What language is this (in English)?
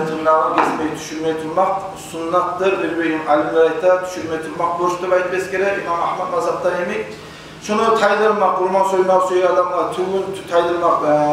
Kumyk